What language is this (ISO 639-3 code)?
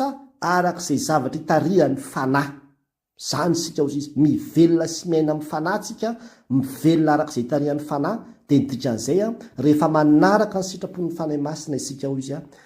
mlg